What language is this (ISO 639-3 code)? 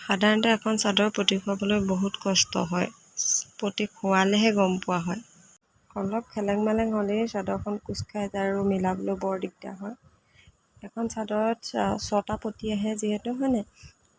asm